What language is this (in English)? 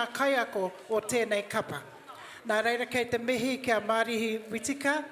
Māori